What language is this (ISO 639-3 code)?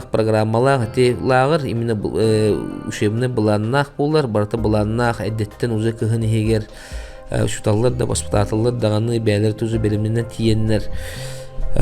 sah